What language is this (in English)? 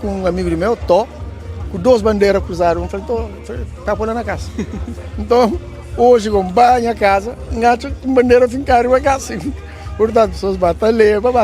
Kabuverdianu